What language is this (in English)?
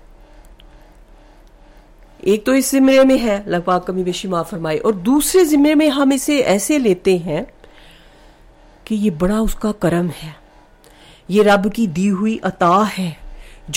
Urdu